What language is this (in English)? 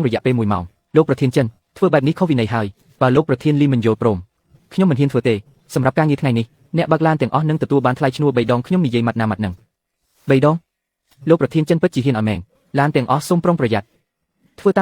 Khmer